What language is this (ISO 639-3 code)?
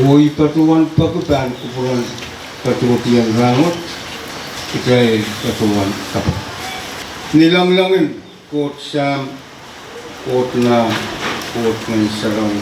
pon